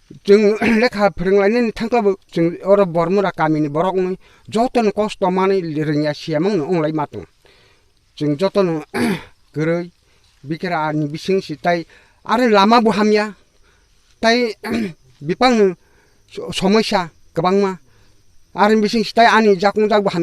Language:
Kok Borok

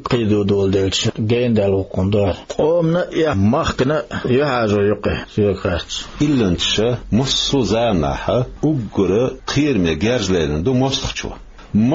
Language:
Chechen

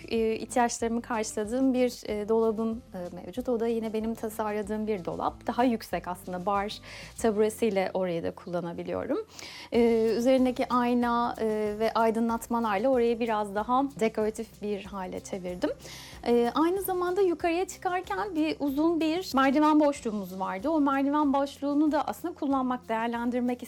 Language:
Turkish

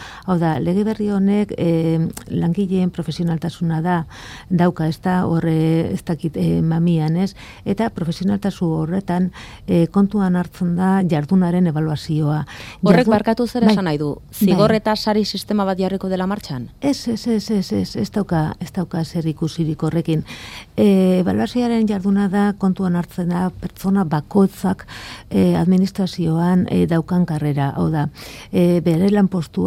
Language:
Basque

